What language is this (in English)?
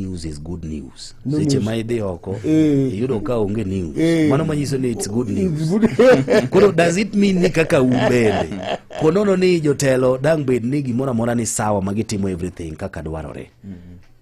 Luo (Kenya and Tanzania)